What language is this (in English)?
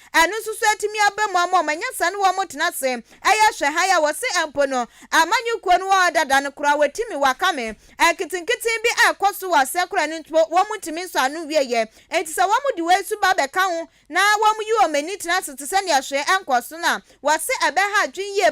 Akan